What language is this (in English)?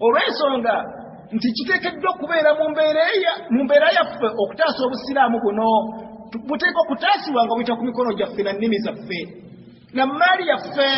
Ganda